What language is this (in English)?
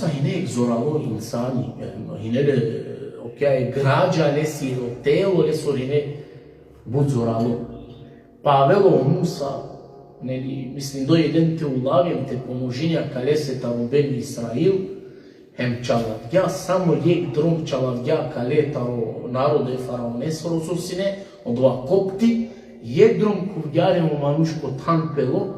Balkan Romani